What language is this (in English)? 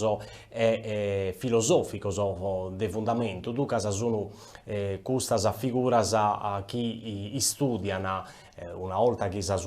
Sardinian